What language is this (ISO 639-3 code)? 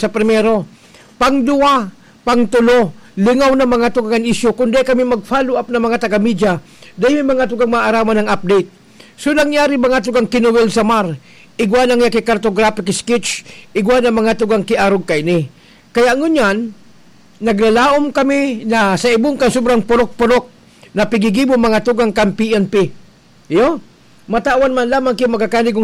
bik